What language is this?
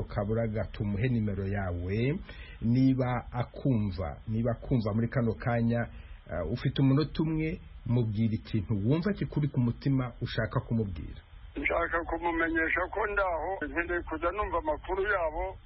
Kinyarwanda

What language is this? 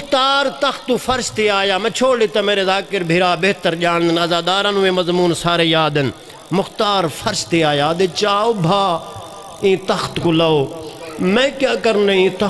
Saraiki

